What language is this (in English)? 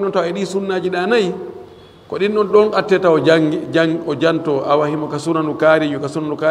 Fula